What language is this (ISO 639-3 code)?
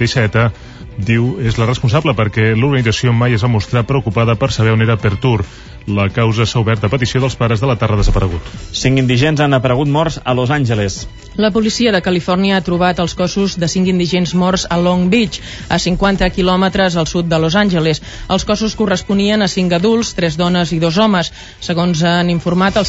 cat